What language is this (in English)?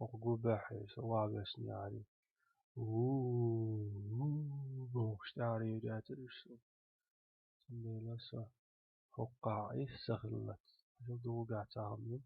Chechen